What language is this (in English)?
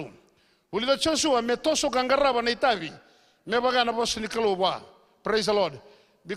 Fijian